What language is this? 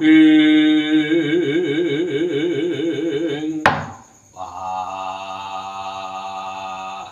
Javanese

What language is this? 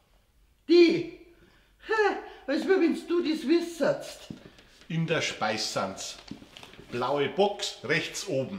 Bavarian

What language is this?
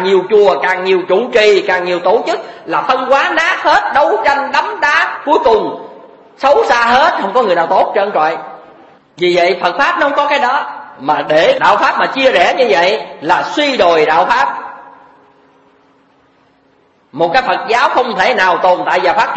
Vietnamese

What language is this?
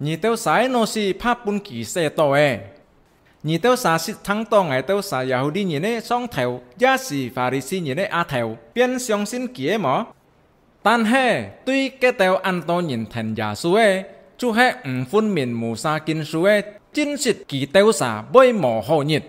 Hakka Chinese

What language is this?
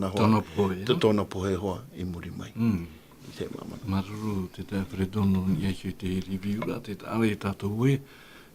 Tahitian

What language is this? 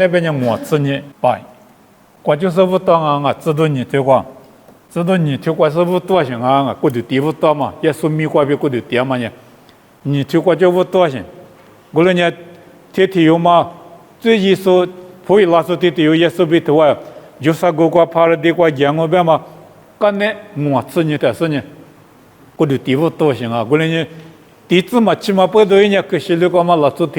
Lisu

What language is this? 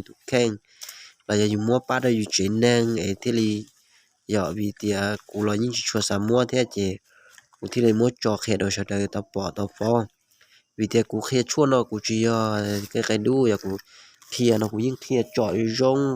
Hmong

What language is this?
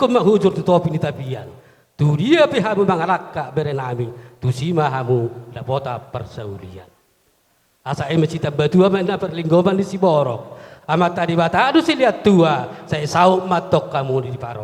Batak Toba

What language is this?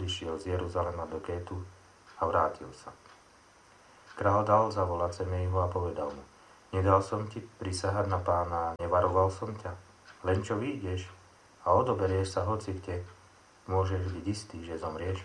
Slovak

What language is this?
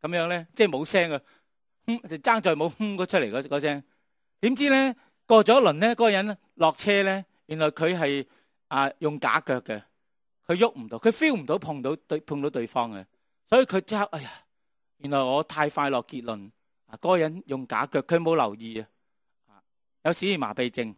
Cantonese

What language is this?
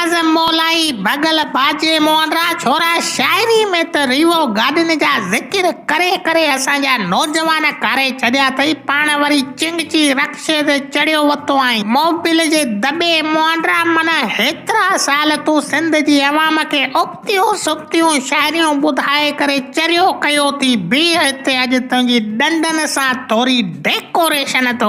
Sindhi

